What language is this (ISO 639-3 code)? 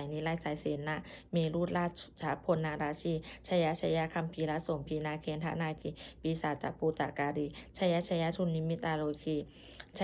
pli